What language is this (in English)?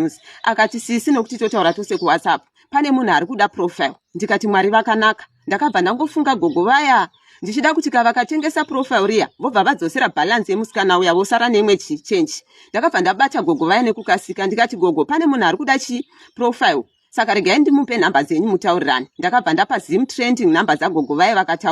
Shona